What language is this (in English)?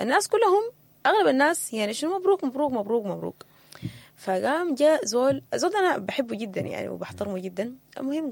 Sudanese Arabic